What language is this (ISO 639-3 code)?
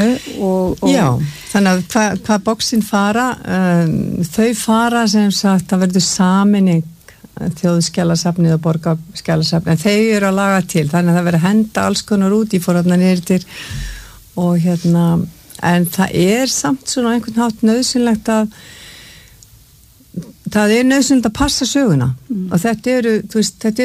isl